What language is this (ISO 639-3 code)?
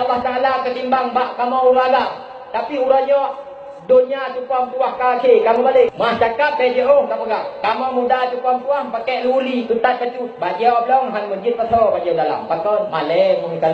ace